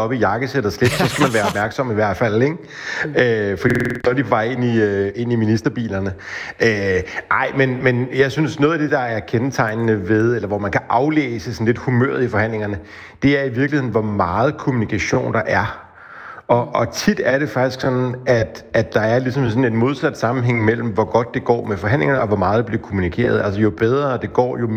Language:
Danish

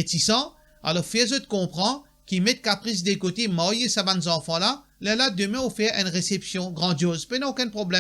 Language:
Morisyen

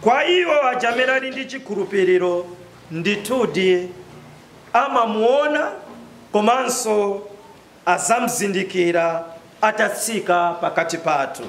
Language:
Nyanja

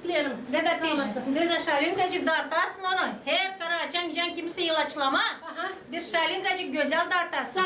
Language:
Gagauz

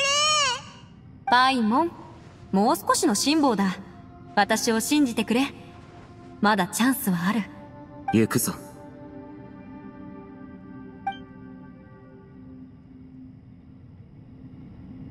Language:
Japanese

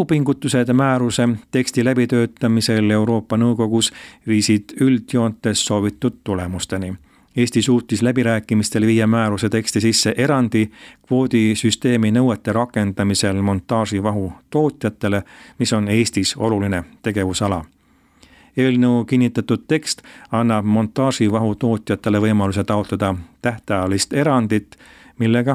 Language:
Estonian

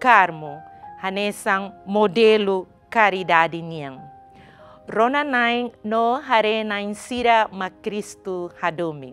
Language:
Tetum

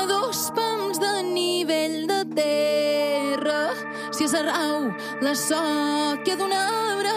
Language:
Catalan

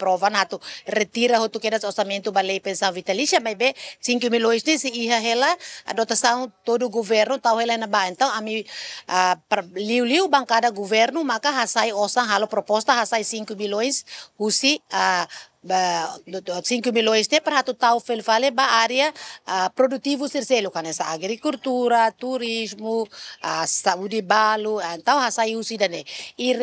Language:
Tetum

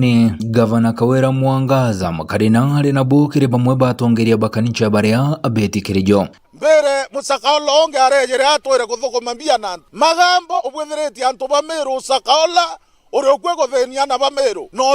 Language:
Meru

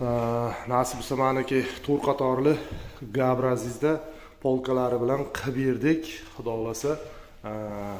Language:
Uzbek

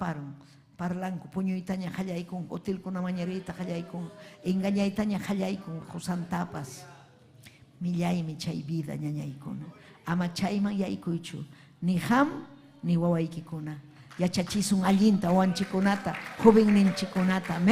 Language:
Ayacucho Quechua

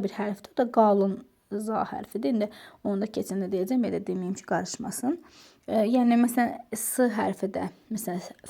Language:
Azerbaijani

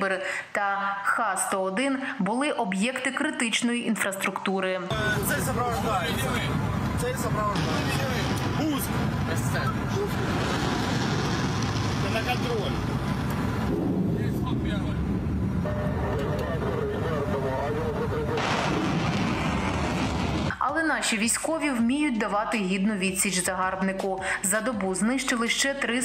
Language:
Ukrainian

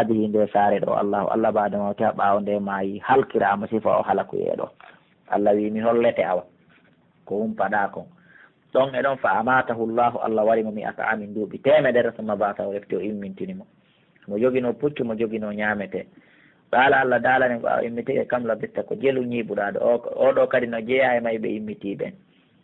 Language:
Pular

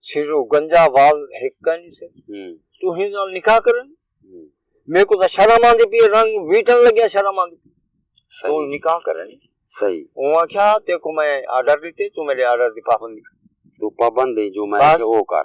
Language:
Saraiki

